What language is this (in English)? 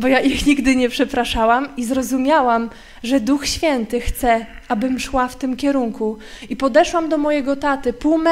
Polish